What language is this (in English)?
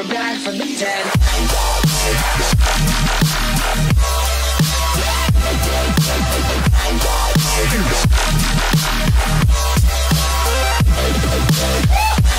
English